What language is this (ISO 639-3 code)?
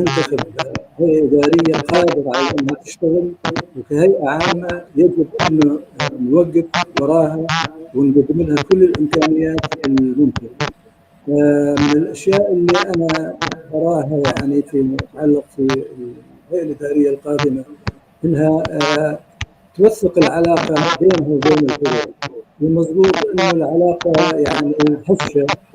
apc